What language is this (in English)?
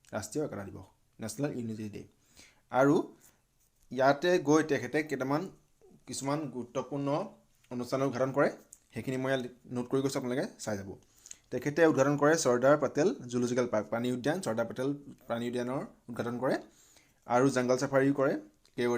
Assamese